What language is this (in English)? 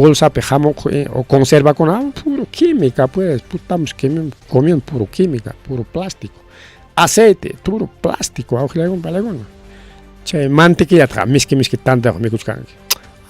Ayacucho Quechua